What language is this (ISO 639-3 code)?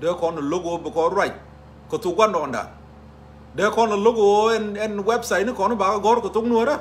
nus